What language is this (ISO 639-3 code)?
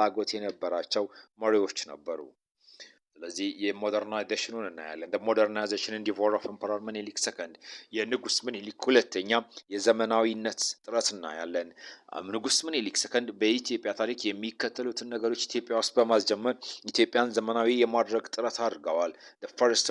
amh